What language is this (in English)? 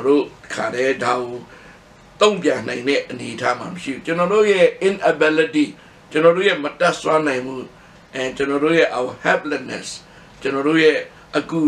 Burmese